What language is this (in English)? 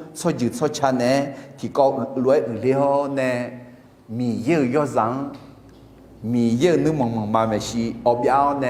Akha